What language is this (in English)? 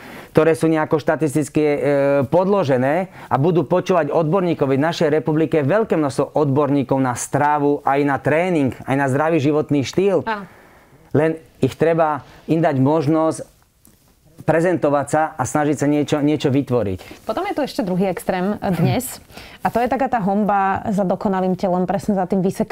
Slovak